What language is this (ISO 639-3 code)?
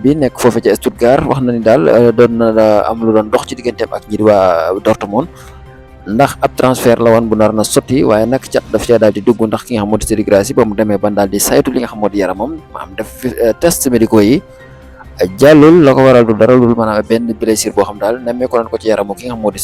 wol